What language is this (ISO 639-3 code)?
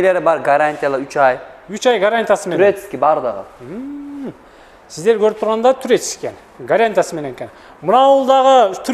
kir